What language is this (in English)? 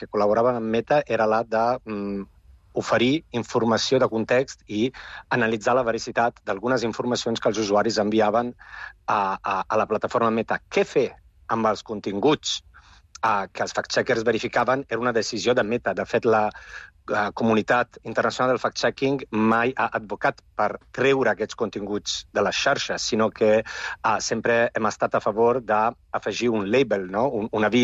Catalan